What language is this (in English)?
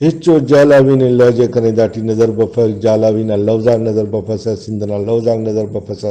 Brahui